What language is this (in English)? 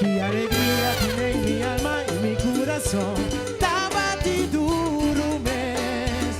Papiamento